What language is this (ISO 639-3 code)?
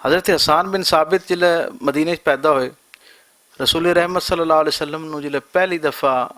lah